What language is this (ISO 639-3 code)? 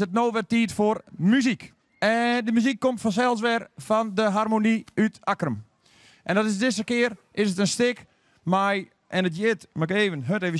fry